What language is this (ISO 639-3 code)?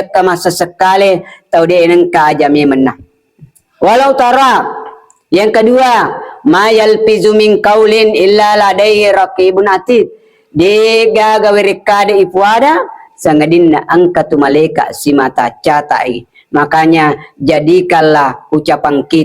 bug